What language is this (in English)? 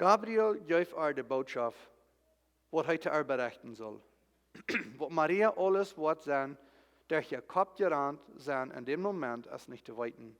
Plautdietsch